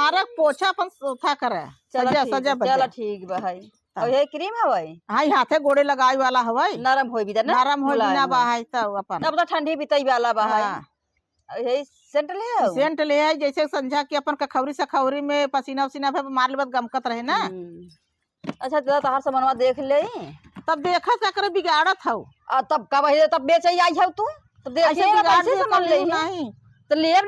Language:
Awadhi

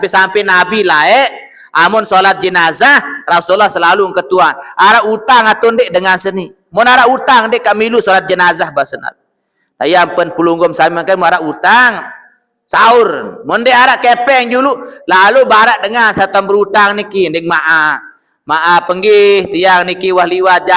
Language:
Sasak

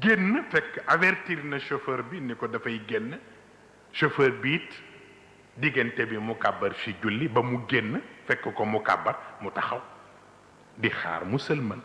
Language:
Wolof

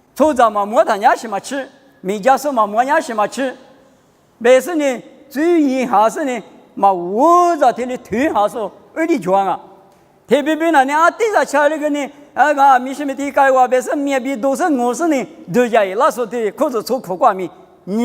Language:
Lisu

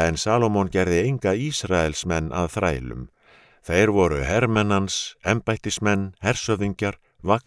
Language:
Icelandic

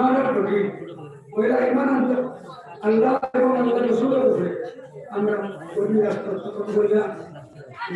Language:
Sylheti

